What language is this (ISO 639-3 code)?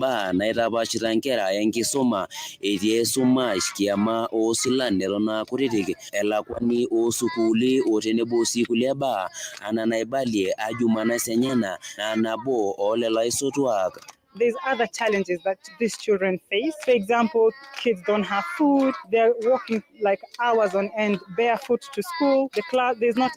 mas